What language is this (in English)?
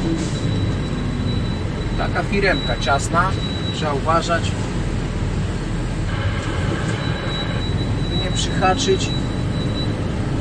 Polish